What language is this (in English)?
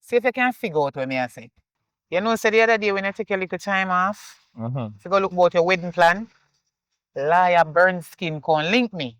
Jamaican Creole English